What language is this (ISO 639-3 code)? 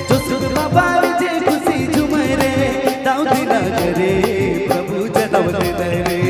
sck